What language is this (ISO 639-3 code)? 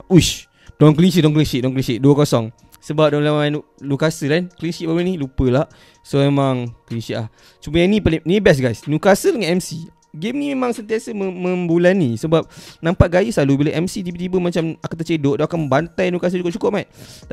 msa